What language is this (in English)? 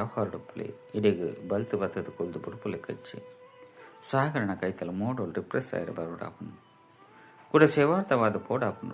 Tulu